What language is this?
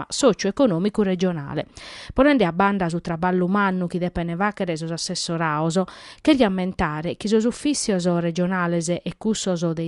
Sardinian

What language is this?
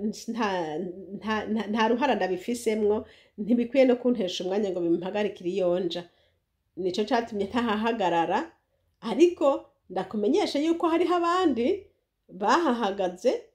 Rundi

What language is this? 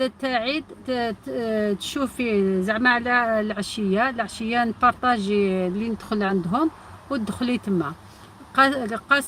Algerian Arabic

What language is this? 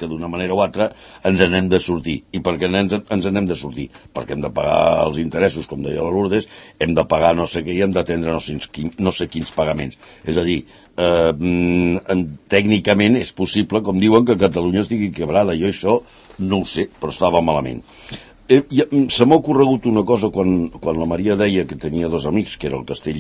Catalan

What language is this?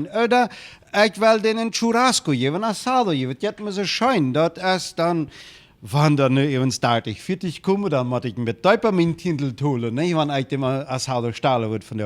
Plautdietsch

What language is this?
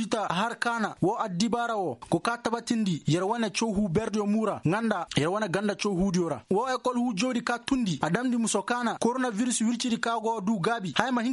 Koyraboro Senni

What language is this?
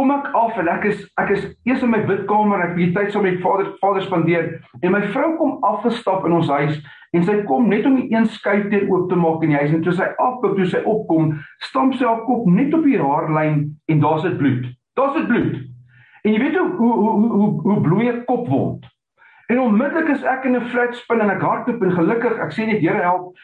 Afrikaans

